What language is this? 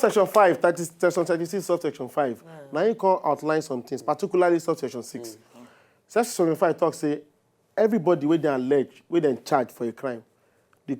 Nigerian Pidgin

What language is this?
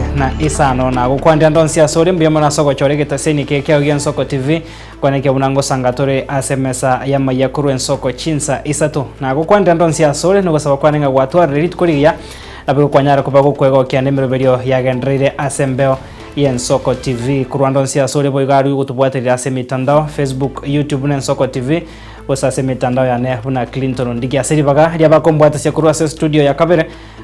Gusii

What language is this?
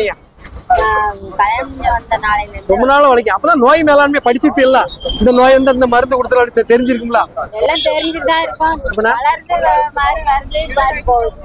Tamil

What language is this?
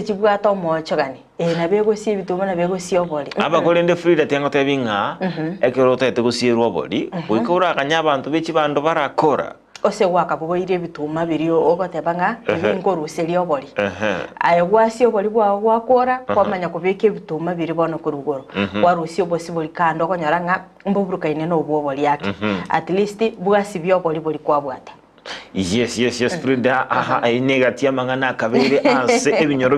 Gusii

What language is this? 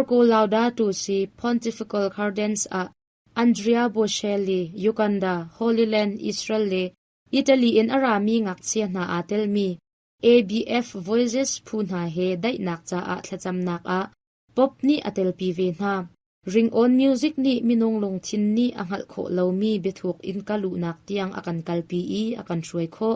Hakha Chin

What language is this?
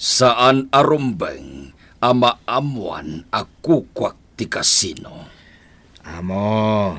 Iloko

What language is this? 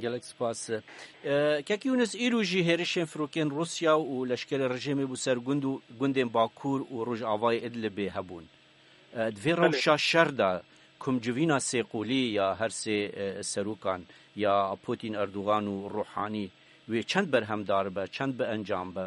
Kurdish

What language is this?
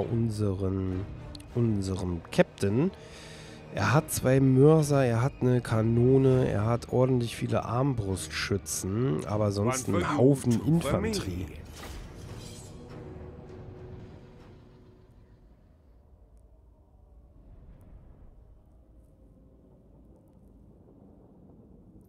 German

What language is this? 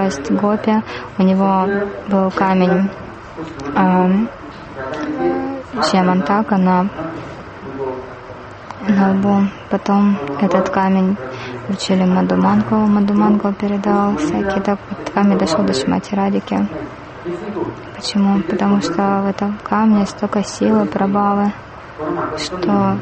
Russian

